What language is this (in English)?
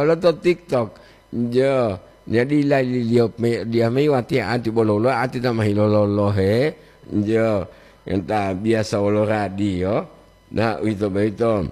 Gorontalo